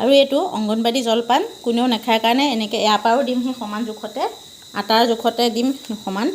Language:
Assamese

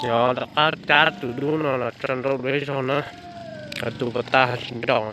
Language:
Hmong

